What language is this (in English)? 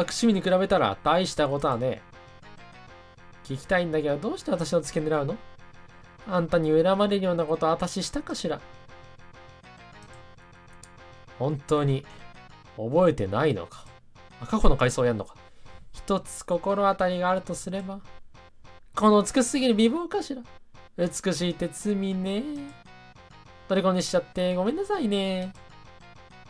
Japanese